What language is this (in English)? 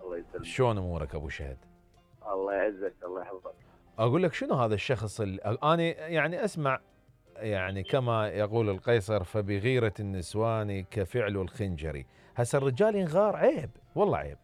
Mesopotamian Arabic